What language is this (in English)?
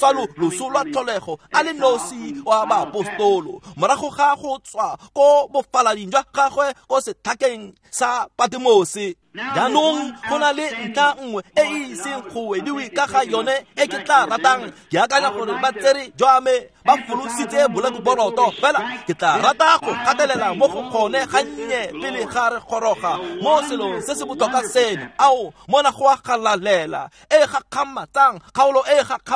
Tswana